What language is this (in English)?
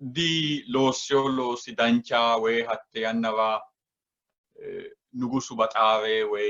Sidamo